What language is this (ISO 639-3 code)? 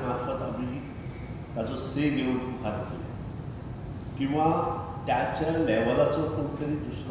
kok